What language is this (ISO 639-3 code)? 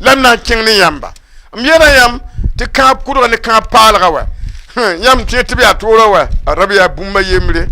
mos